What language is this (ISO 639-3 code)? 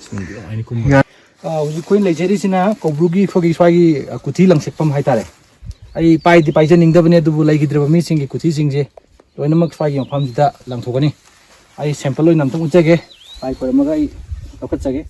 mni